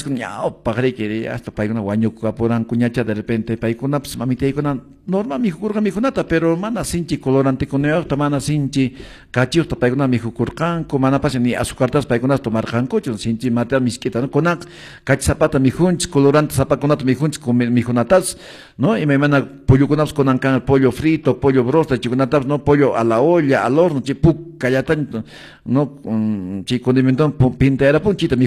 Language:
Quechua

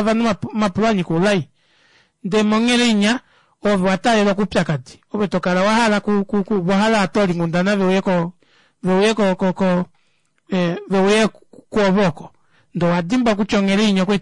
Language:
Kuanyama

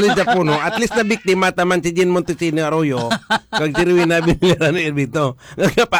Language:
Hiligaynon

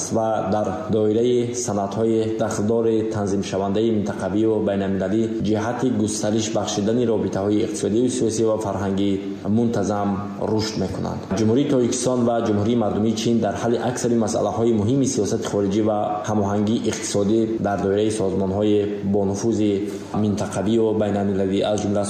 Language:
Tajik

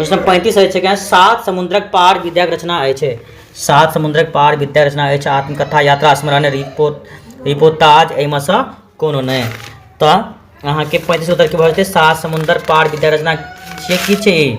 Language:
Maithili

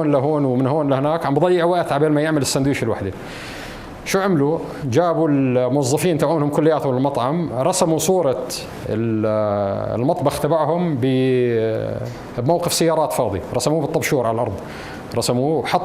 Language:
North Levantine Arabic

